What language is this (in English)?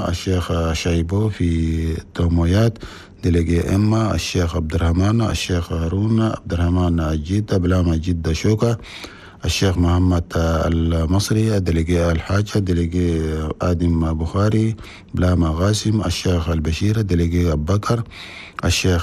Chadian Arabic